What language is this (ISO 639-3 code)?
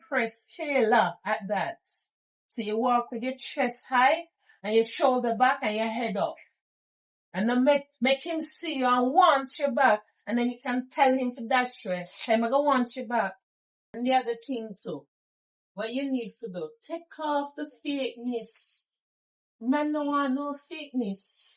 jam